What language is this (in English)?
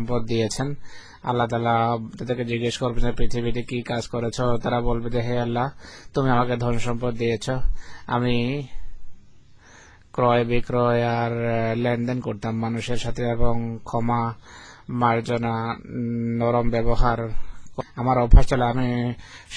Bangla